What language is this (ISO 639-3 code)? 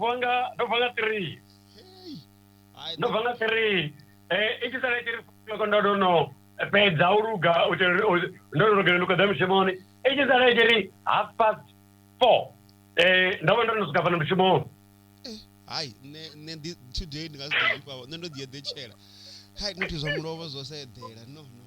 ven